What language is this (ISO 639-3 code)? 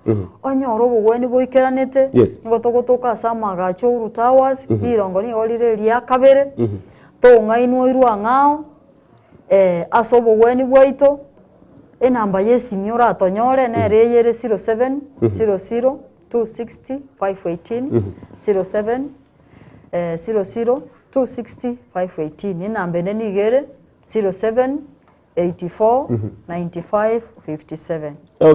guz